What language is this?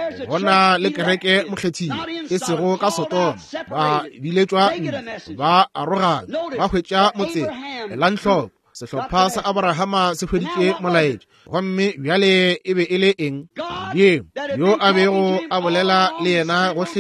Northern Sotho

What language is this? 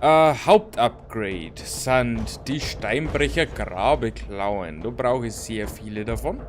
Bavarian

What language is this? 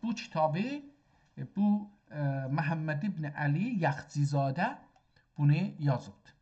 South Azerbaijani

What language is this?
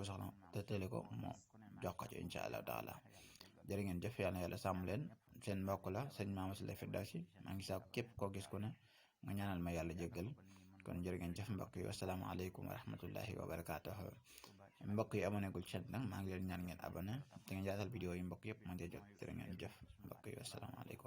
Wolof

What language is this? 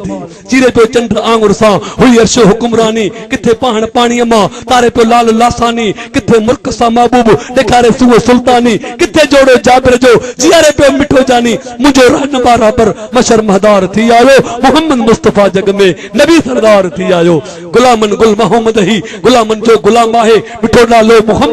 Sindhi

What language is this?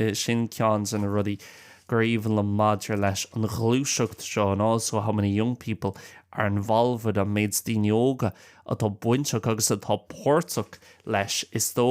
Irish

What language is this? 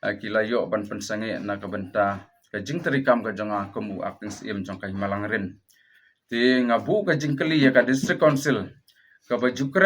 Khasi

